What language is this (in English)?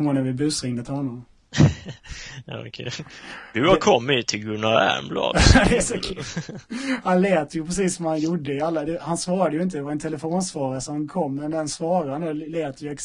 Swedish